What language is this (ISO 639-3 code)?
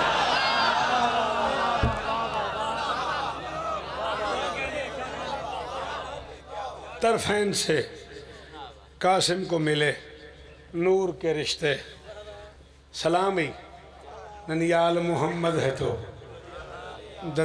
urd